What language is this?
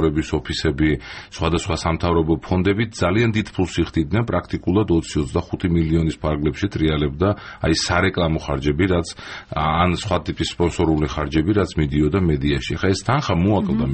Georgian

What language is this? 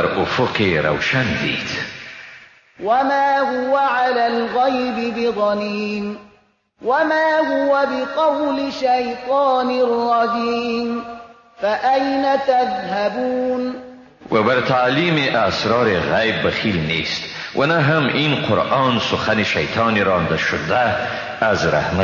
Persian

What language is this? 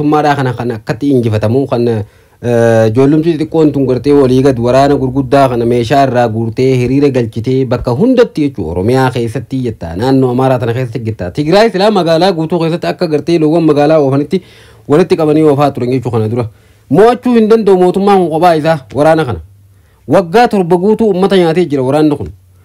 Oromo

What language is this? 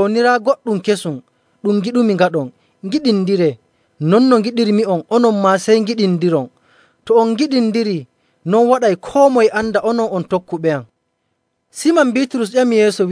Nigerian Fulfulde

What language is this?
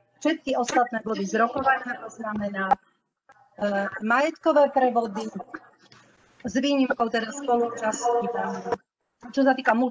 Slovak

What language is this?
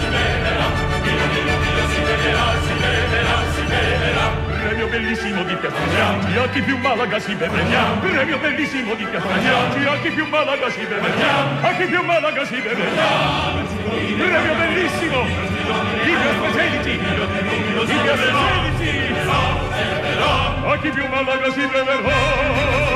Italian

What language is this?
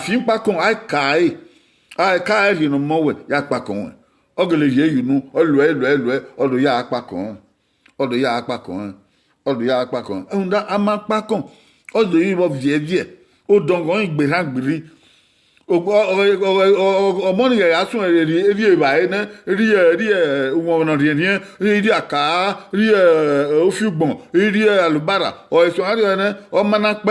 Bini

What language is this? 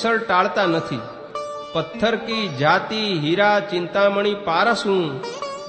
Gujarati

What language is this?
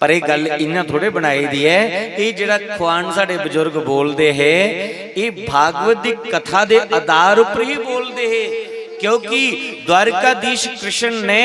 Dogri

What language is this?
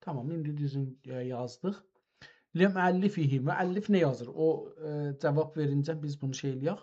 South Azerbaijani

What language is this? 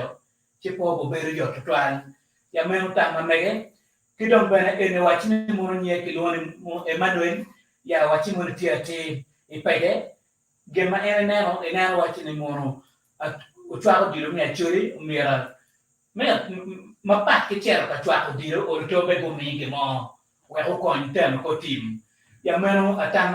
Acoli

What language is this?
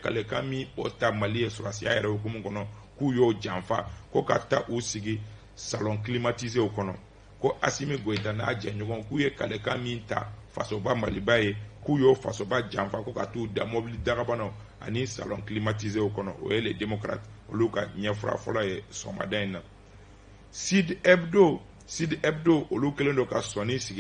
Bambara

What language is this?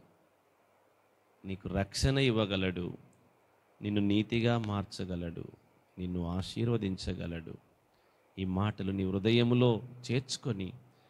Telugu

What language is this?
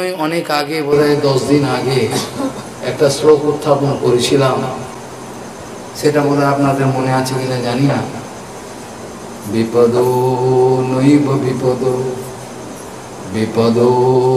Bangla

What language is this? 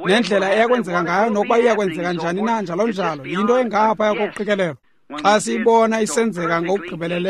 Xhosa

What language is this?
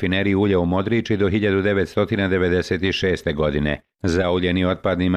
Bosnian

